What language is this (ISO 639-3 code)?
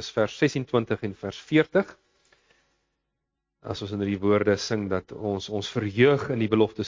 afr